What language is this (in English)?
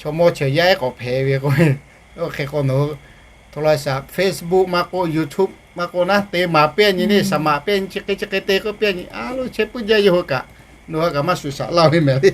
Lahu